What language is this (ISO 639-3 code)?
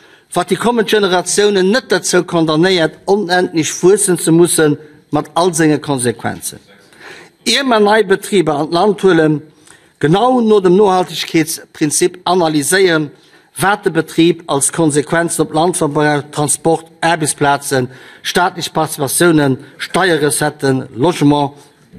ltz